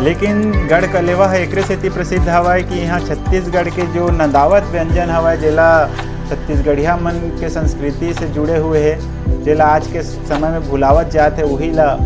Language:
Chhattisgarhi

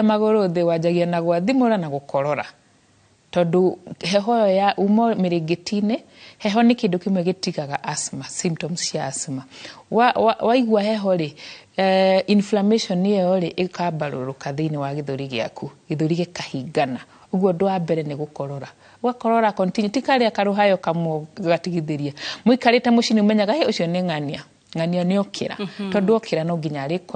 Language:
Kikuyu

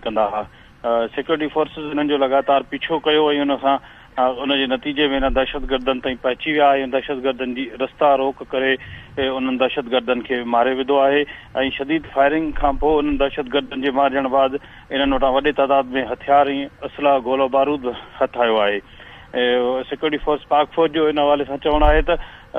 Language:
Sindhi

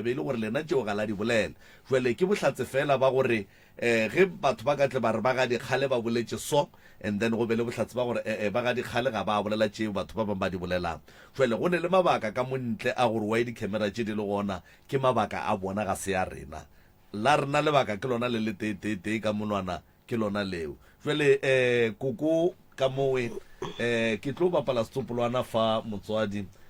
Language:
Northern Sotho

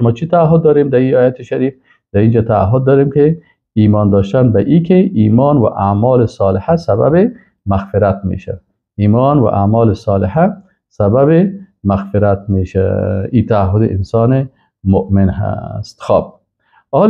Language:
Persian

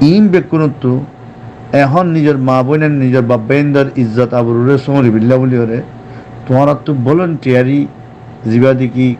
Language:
Rohingya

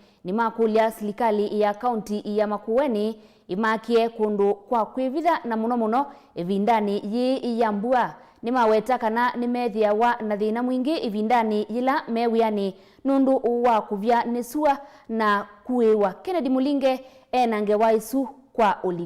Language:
Kamba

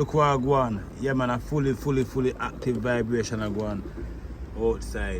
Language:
Jamaican Creole English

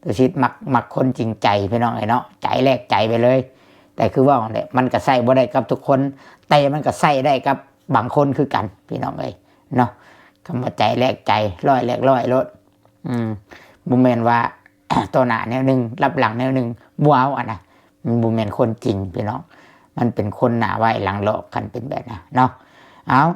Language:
Lao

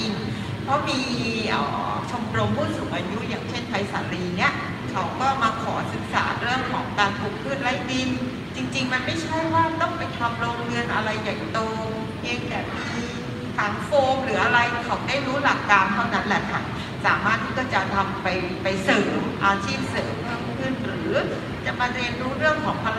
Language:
Thai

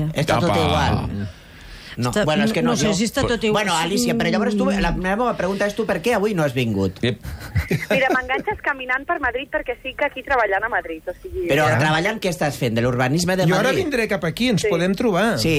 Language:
Catalan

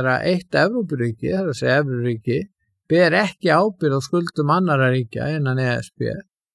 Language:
Icelandic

